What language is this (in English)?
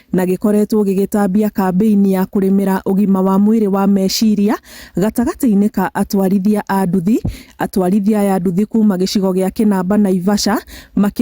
Kikuyu